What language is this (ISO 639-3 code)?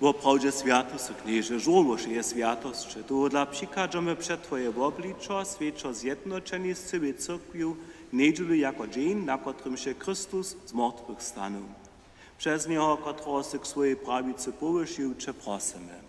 hsb